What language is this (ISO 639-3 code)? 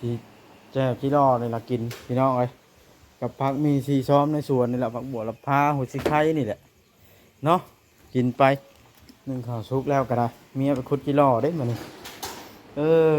tts